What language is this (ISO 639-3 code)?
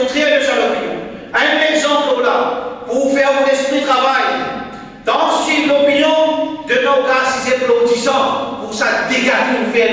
mfe